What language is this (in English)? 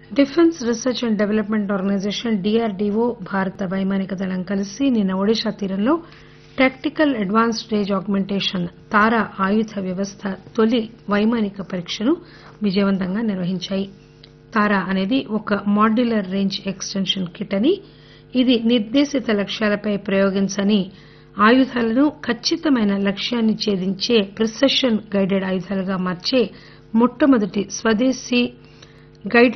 Telugu